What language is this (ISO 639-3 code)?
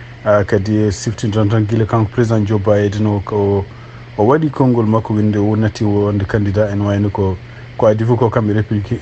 ful